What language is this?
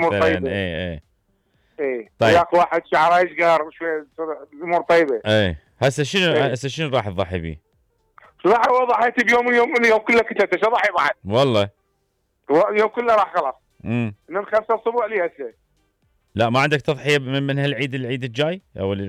Mesopotamian Arabic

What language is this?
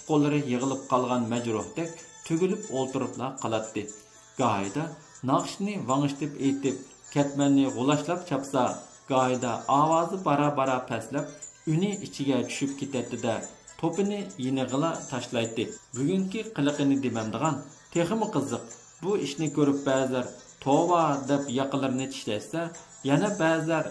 Uyghur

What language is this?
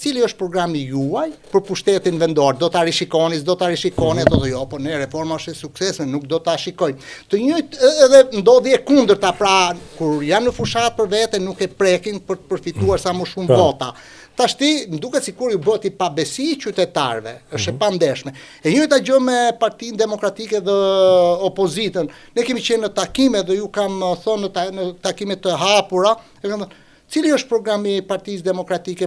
Albanian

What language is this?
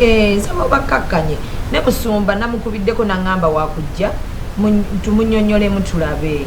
Ganda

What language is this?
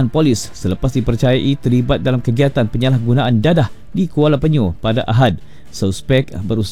Malay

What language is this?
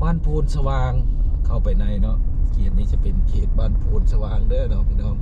Lao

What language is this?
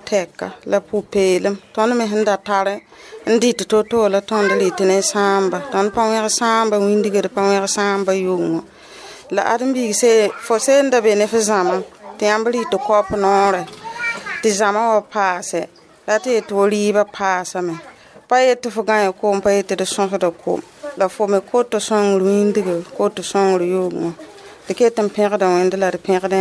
Mossi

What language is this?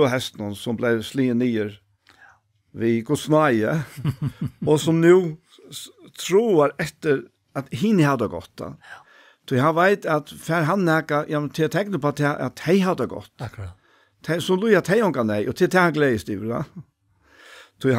Faroese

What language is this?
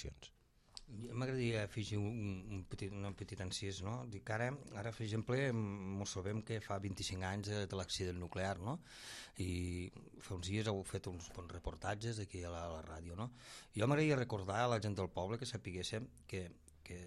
Catalan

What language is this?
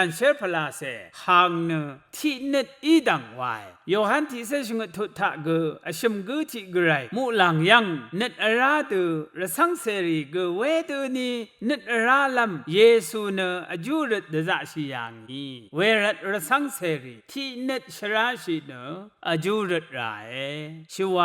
Rawang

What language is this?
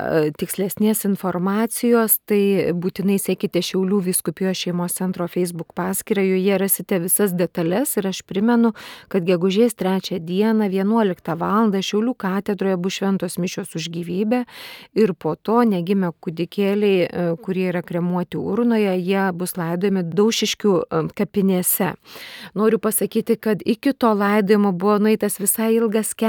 Lithuanian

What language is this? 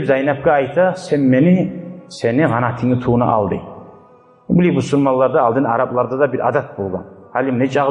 Kumyk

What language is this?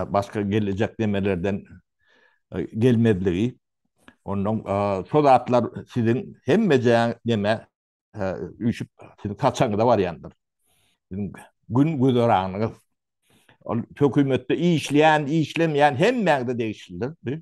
Turkmen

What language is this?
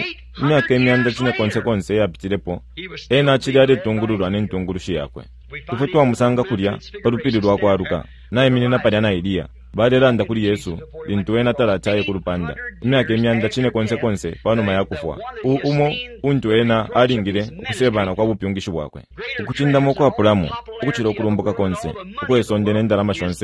Bemba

